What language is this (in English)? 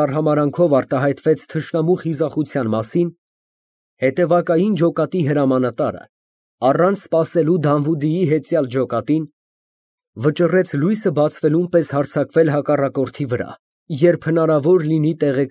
Armenian